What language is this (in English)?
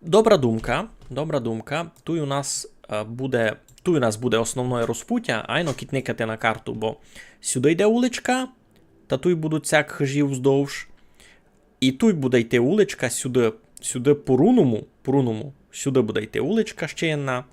Rusyn